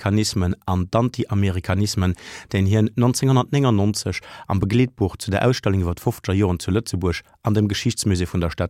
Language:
Luxembourgish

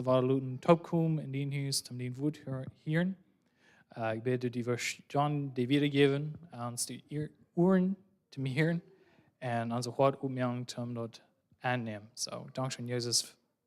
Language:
Plautdietsch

